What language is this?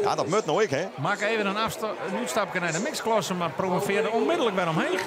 Western Frisian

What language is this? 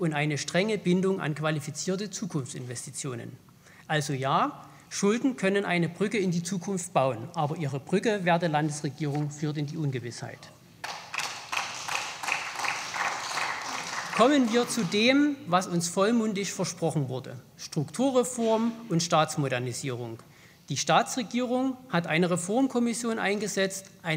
German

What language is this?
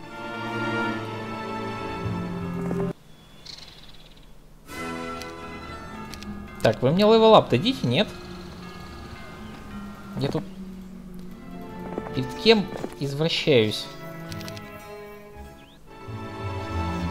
Russian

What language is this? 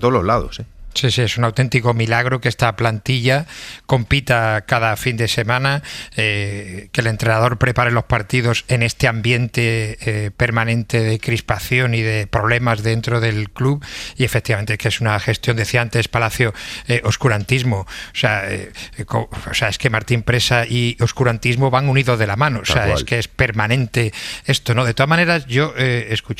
Spanish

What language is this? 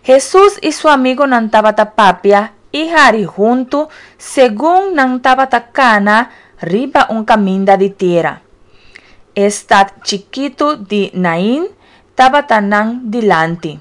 Papiamento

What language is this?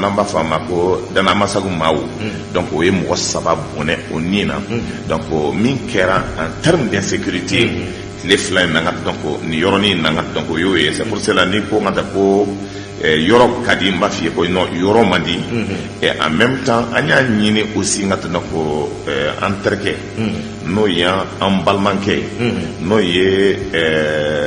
Bambara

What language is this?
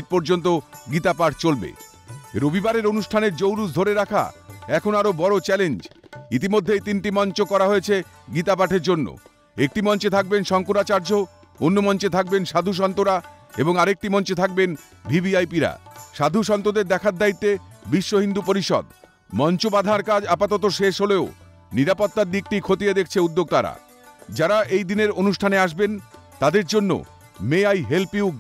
Bangla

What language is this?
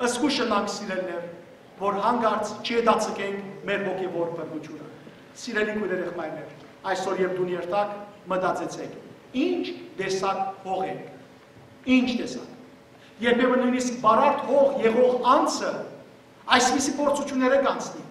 Western Armenian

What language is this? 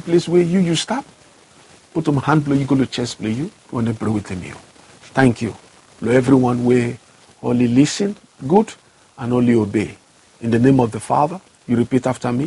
Bislama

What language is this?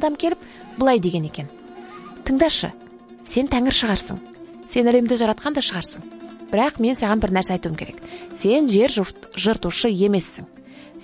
Kazakh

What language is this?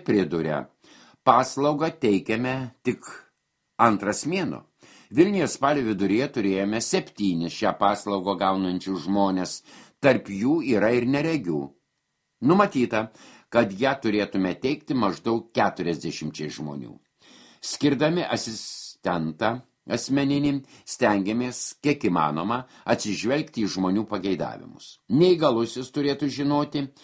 Lithuanian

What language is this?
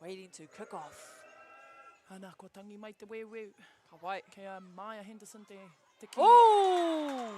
Māori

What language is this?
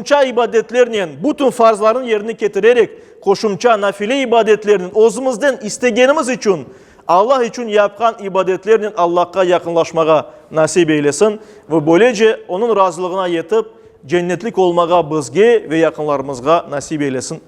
Crimean Tatar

